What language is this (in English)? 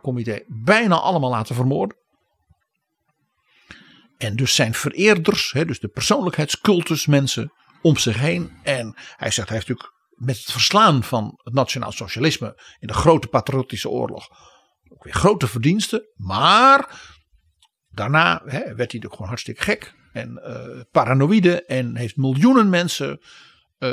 Dutch